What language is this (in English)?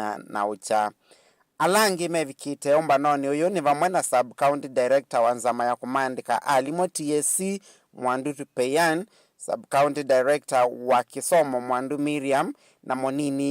Kamba